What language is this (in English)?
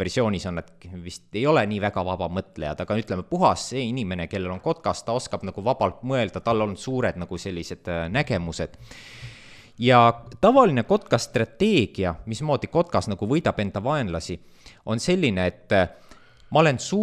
Estonian